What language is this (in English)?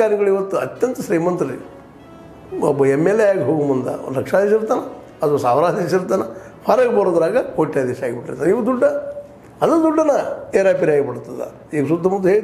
Kannada